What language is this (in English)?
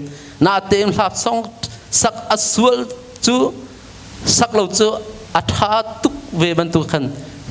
Hakha Chin